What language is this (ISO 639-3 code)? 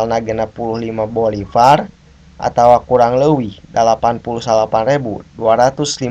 sun